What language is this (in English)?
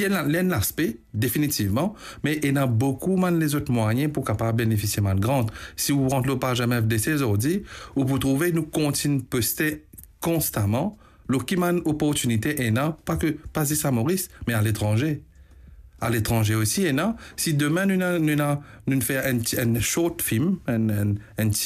Morisyen